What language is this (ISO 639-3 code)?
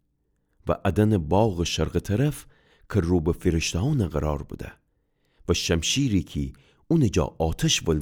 glk